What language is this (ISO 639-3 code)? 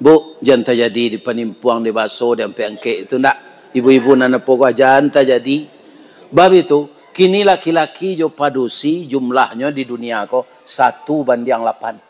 min